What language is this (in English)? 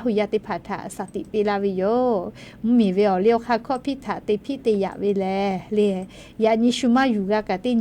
Lahu